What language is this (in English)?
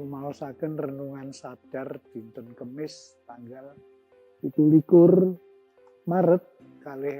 Javanese